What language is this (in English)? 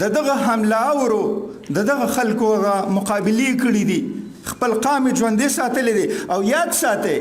Pashto